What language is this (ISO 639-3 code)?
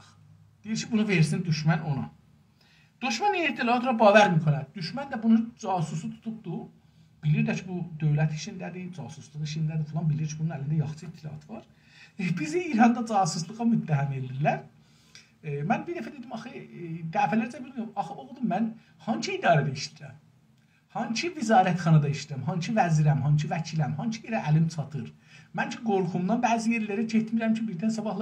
azb